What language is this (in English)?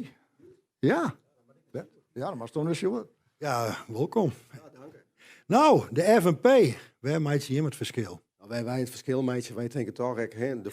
Western Frisian